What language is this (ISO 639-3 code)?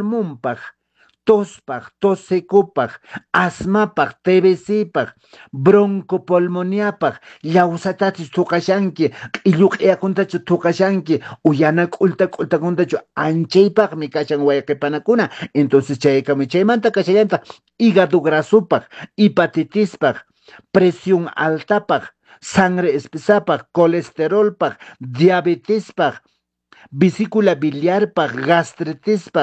que